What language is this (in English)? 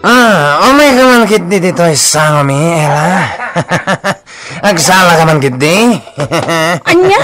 Iloko